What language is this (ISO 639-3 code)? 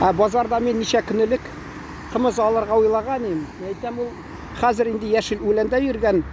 tat